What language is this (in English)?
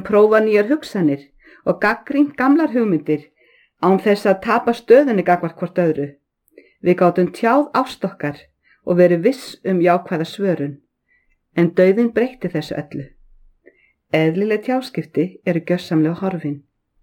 Icelandic